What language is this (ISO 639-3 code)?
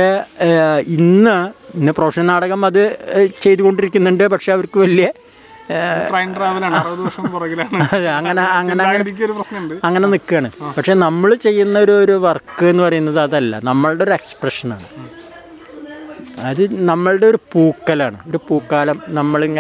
mal